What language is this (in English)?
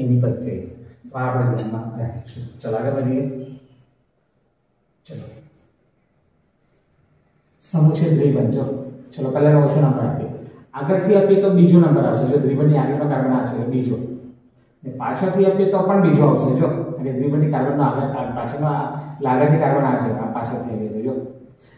Gujarati